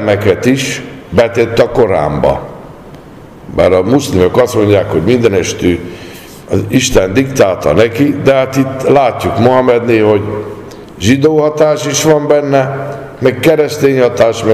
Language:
Hungarian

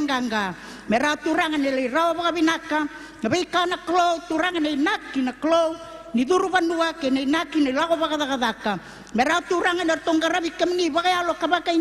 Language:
Fijian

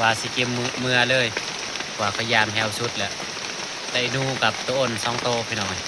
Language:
Northeastern Thai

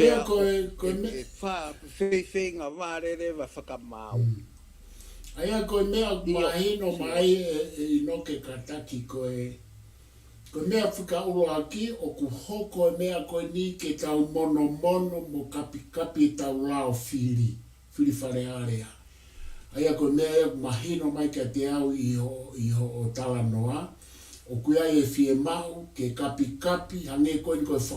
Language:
Tongan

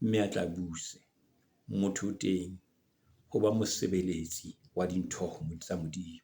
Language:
Southern Sotho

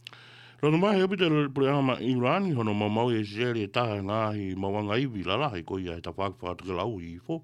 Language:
Tongan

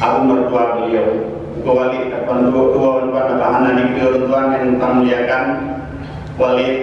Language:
Achinese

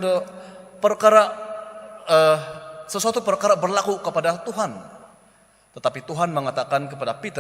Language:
Central Dusun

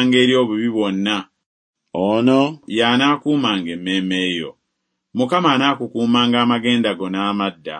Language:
Ganda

